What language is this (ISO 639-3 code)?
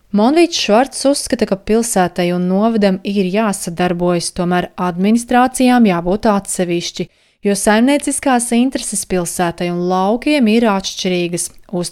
lav